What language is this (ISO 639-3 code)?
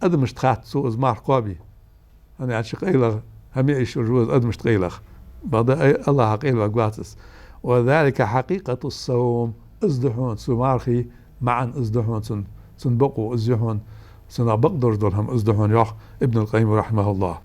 inh